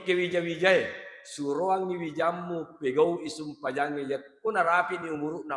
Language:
Buginese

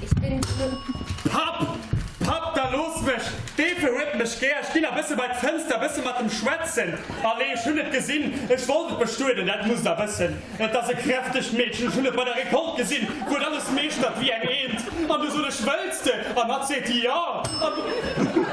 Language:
Luxembourgish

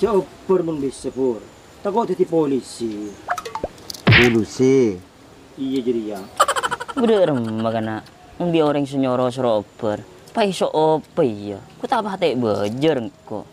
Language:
Madurese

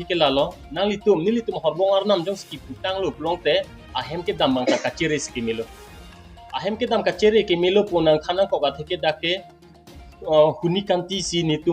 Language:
Karbi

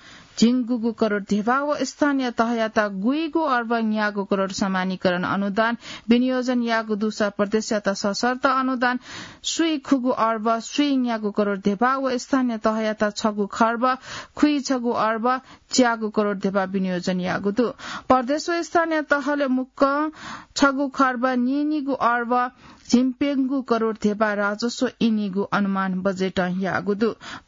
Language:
Newari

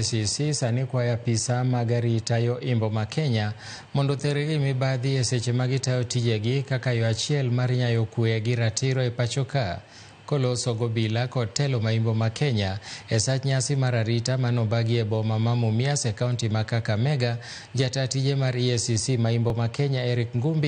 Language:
Luo (Kenya and Tanzania)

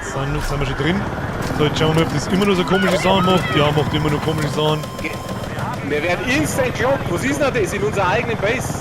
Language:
Bavarian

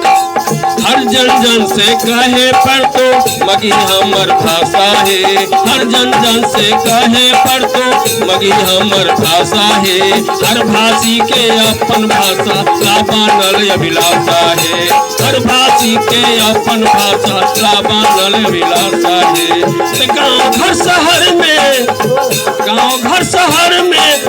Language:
Magahi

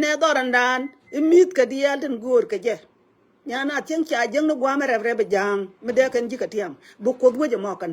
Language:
Nuer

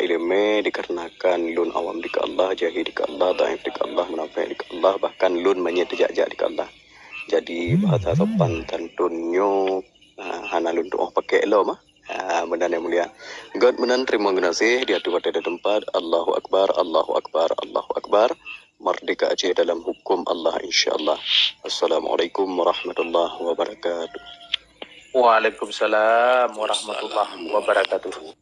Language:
Achinese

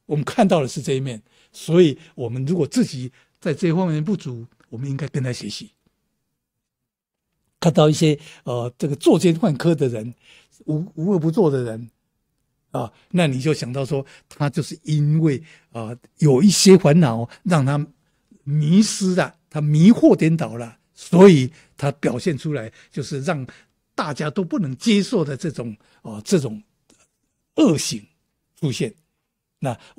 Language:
Chinese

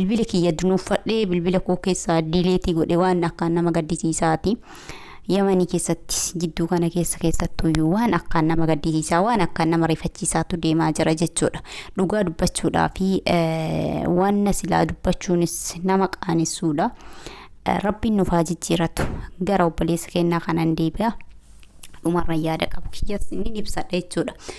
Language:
Oromo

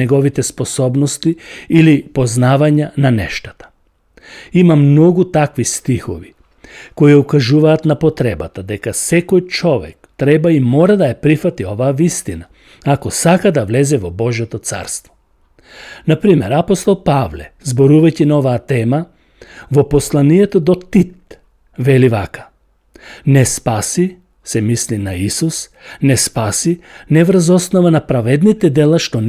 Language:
Macedonian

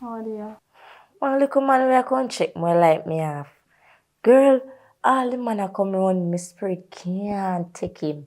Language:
Jamaican Creole English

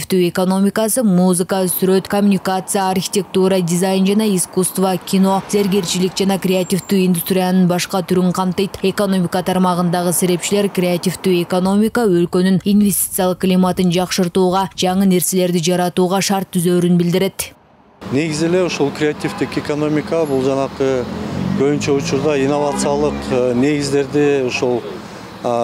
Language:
Kyrgyz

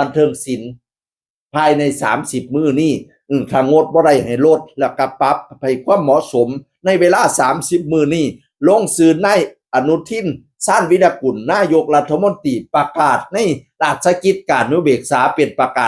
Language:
Northeastern Thai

